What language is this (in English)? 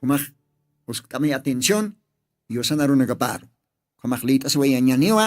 Aymara